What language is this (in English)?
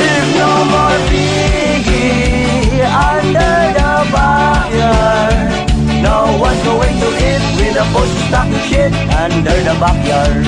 Cebuano